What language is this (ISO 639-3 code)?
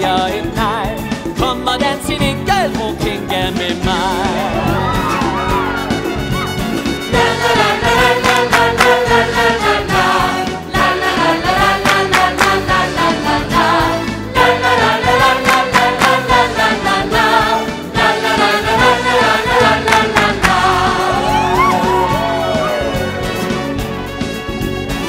dan